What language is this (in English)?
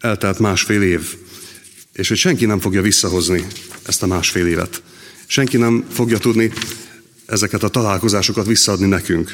Hungarian